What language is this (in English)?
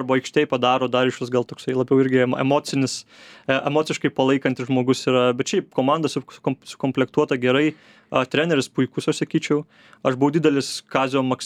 Lithuanian